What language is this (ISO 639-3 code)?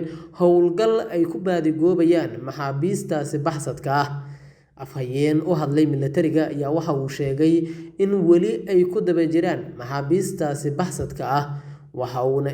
som